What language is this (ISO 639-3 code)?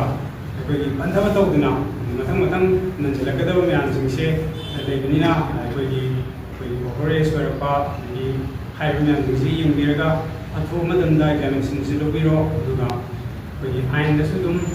mni